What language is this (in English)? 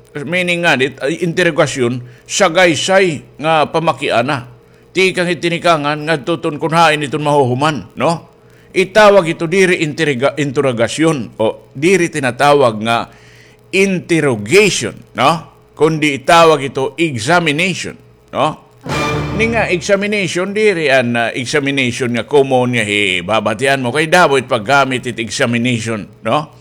Waray